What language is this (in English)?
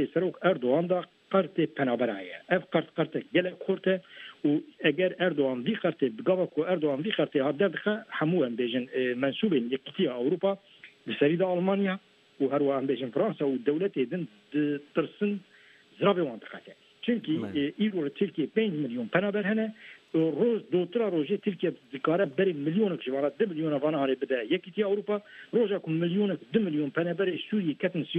Kurdish